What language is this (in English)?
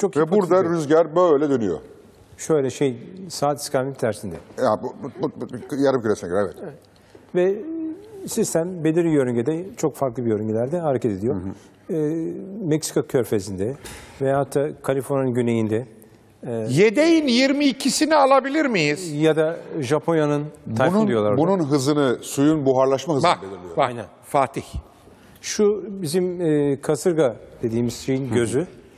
Turkish